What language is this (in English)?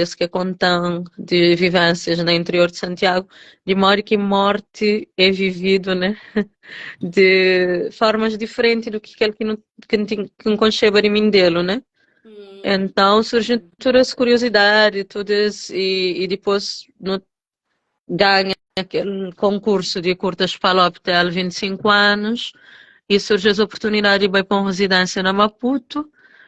Kabuverdianu